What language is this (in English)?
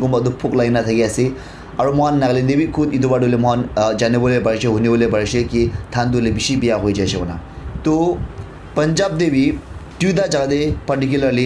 Naga Pidgin